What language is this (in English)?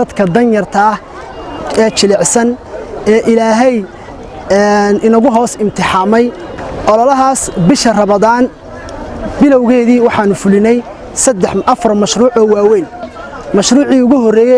Somali